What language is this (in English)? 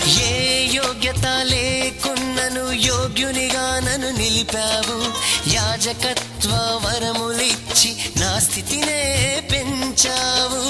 Telugu